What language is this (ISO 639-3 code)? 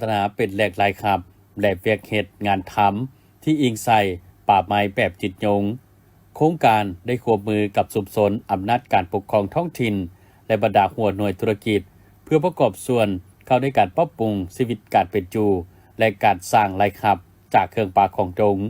lao